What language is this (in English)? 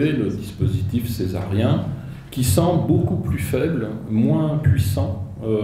French